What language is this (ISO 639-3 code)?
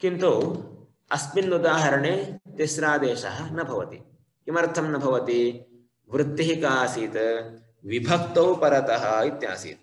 san